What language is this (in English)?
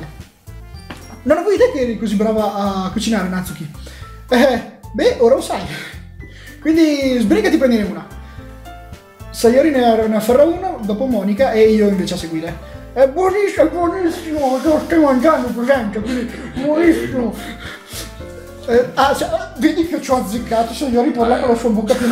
Italian